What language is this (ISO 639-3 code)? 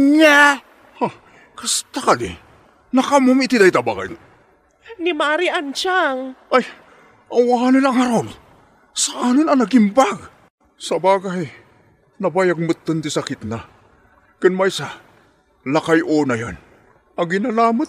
ilo